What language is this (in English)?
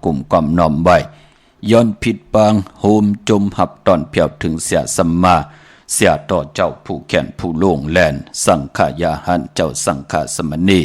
Shan